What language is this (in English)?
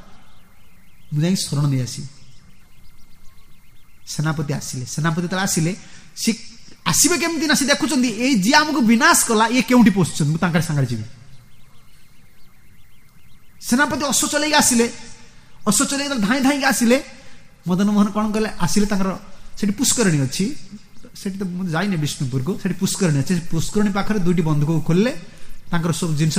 Odia